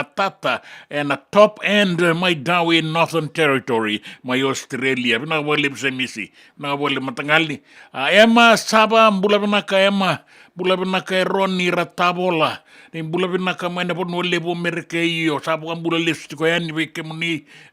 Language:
Fijian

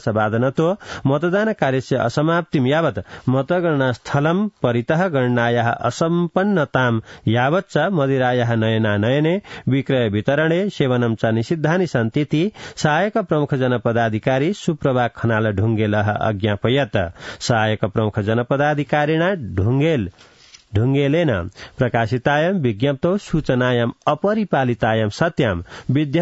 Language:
Sanskrit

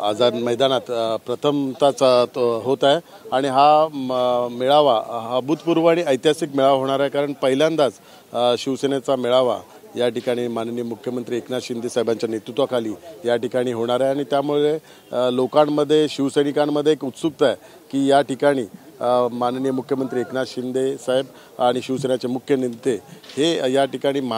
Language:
Marathi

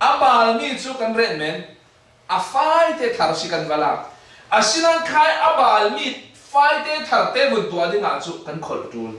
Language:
Falam Chin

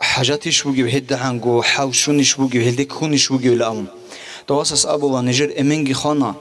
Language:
Avaric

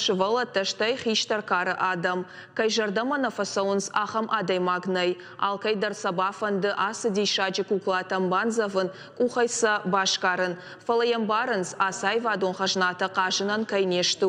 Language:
Ossetic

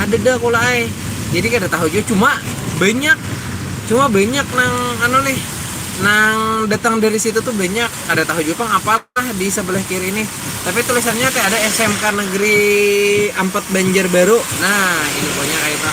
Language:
Banjar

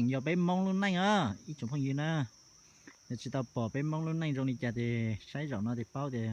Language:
Hmong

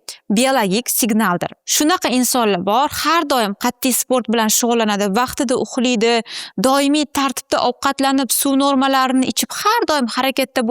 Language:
Uzbek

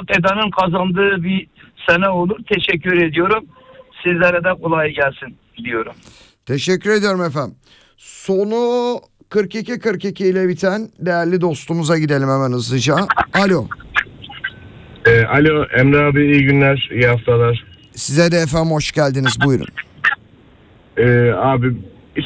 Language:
Turkish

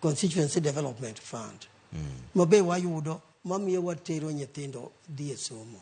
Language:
Luo (Kenya and Tanzania)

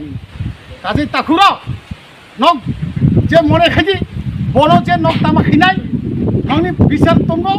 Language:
Kok Borok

